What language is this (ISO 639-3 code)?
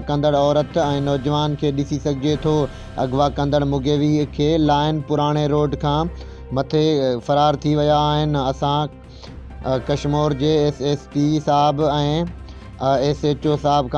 snd